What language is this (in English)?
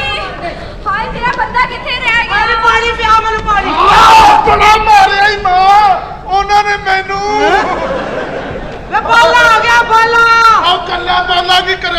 Punjabi